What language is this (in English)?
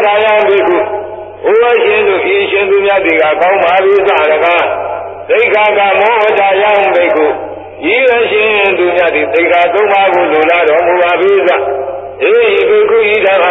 Burmese